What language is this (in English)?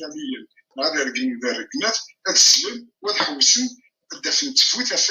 Kabyle